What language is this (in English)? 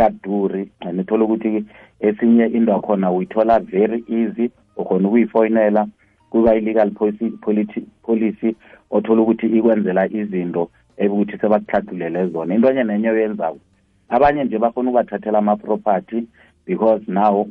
South Ndebele